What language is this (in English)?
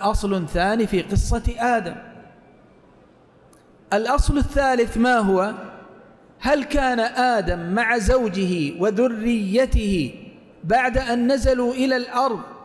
Arabic